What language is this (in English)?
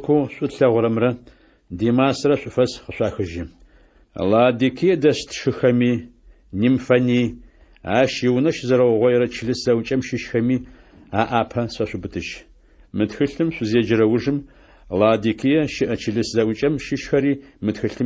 Adyghe